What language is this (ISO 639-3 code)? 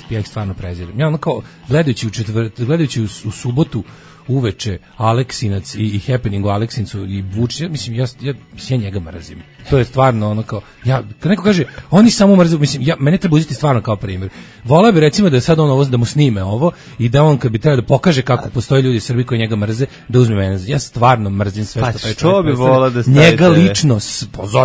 srp